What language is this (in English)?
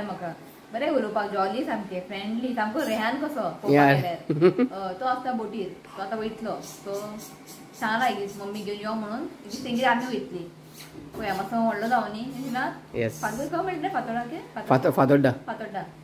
Konkani